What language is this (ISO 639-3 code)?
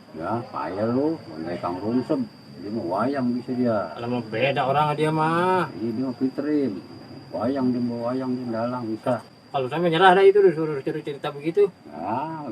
bew